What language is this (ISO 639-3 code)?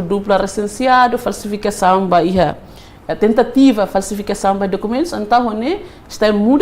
tet